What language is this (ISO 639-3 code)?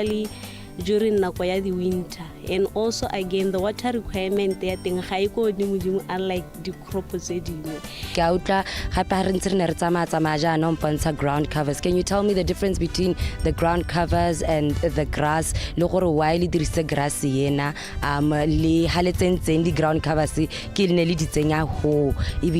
tsn